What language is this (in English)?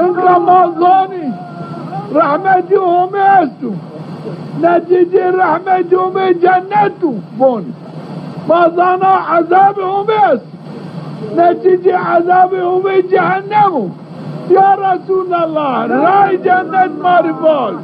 Zaza